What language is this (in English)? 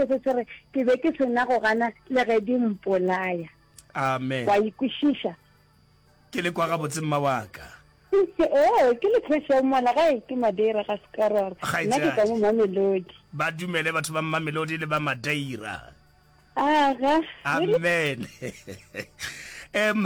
Northern Sotho